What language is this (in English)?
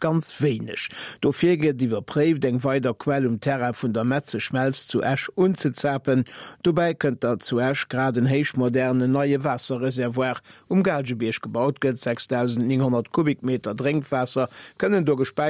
Luxembourgish